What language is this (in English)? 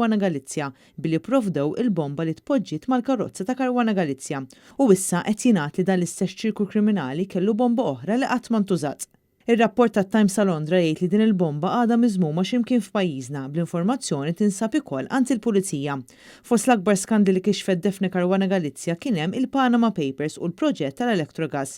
Maltese